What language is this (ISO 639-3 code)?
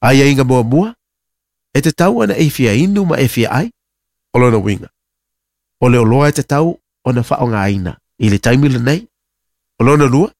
smo